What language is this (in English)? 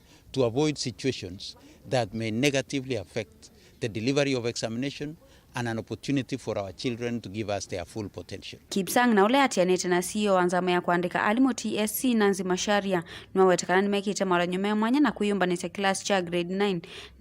Kamba